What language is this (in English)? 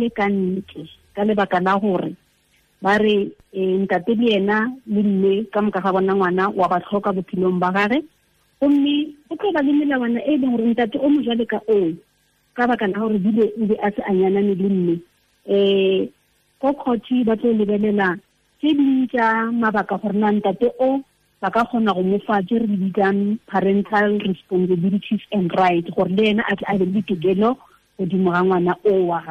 Tswana